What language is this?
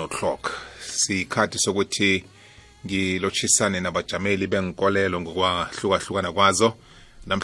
South Ndebele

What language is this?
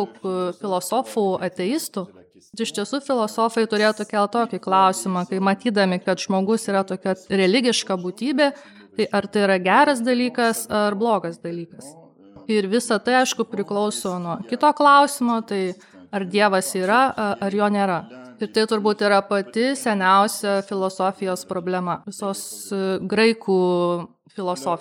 Lithuanian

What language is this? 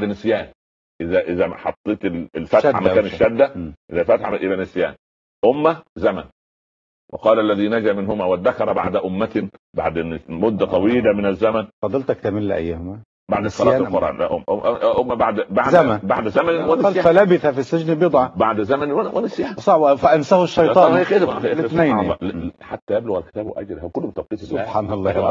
Arabic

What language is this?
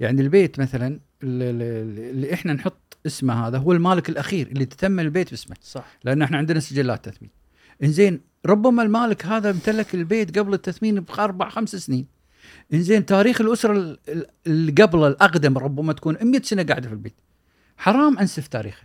Gulf Arabic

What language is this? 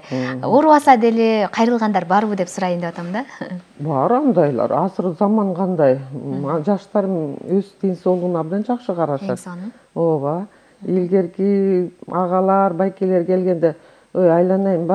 Kyrgyz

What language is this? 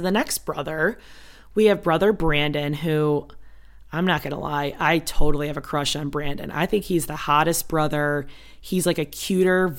English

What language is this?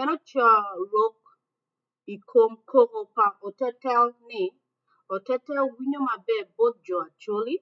Acoli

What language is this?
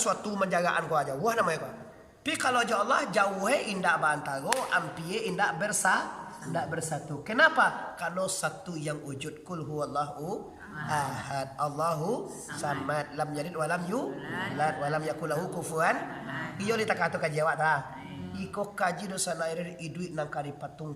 Minangkabau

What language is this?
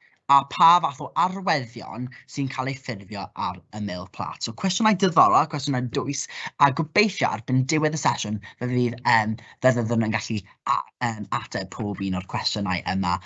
Welsh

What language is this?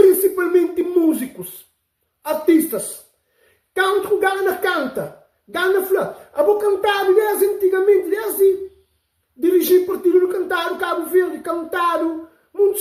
Kabuverdianu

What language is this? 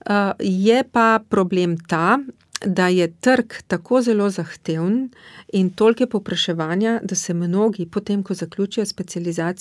Slovenian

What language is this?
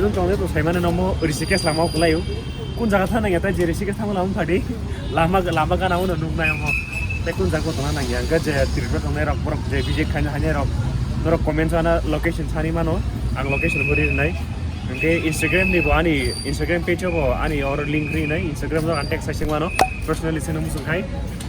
Kok Borok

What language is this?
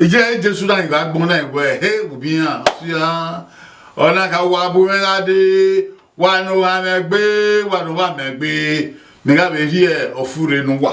Bini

